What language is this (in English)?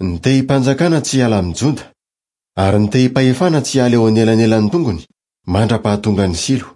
Malagasy